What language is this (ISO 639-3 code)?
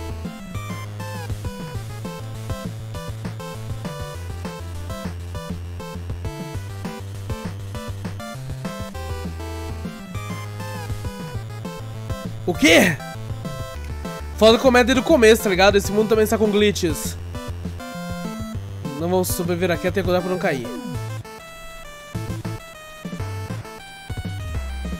por